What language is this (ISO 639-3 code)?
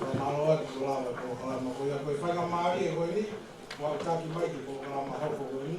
ton